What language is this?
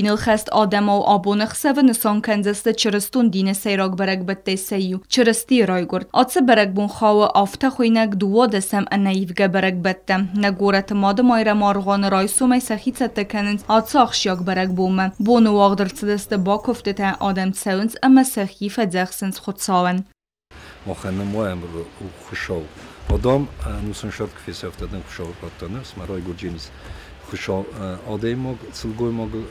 Ossetic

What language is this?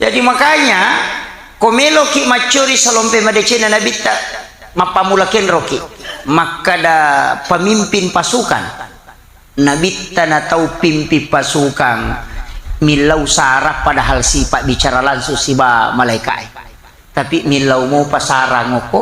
Buginese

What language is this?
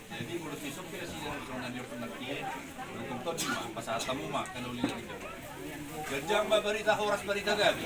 Batak Toba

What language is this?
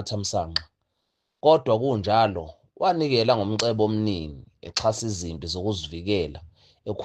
Zulu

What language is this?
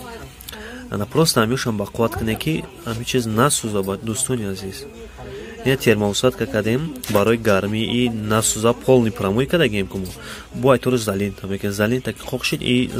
Tajik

